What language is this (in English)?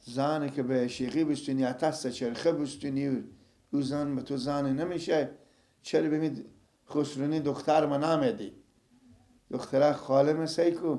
Persian